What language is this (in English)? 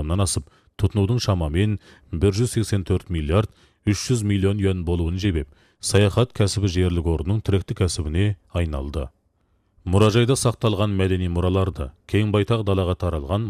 Kazakh